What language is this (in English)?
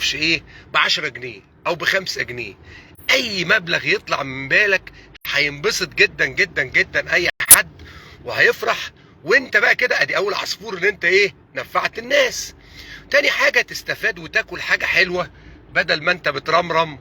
Egyptian Arabic